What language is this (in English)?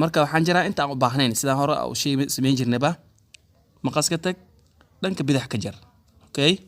Somali